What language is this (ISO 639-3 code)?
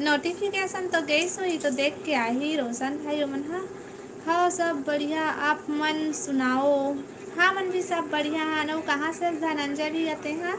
hne